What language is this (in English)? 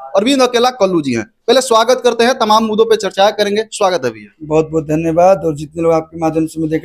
Bhojpuri